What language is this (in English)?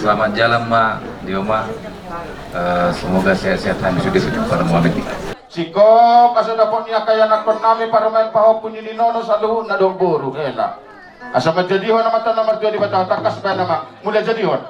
Batak Toba